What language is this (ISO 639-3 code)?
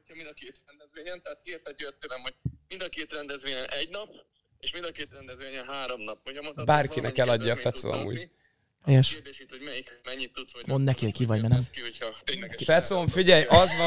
hun